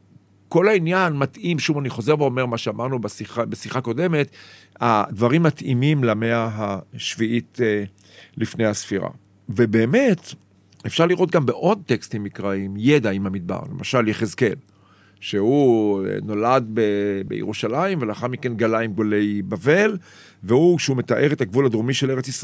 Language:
Hebrew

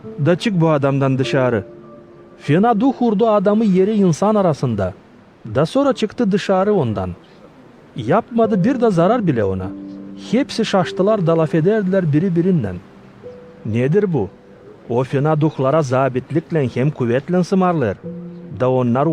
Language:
Gagauz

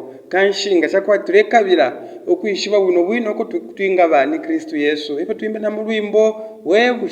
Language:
Bemba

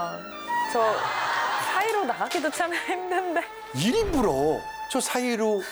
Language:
Korean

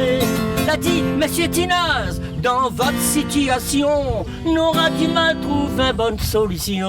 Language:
Réunion Creole French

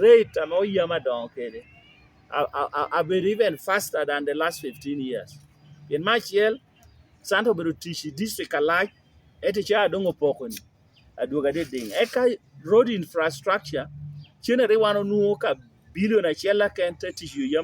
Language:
Lango (Uganda)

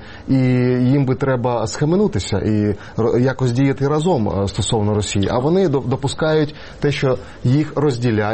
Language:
Ukrainian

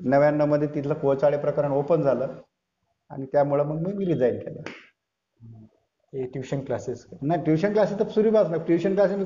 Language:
Marathi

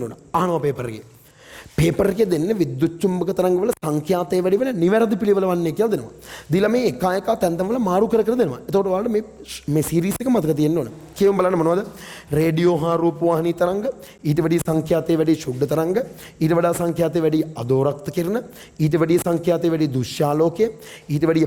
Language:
Sinhala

